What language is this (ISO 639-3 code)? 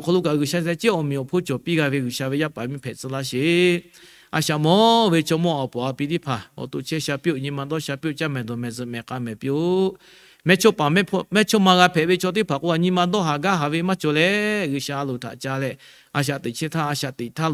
lhu